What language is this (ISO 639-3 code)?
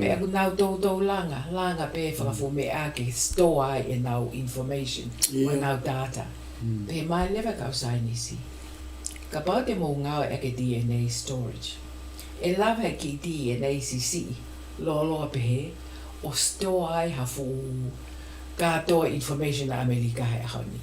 ton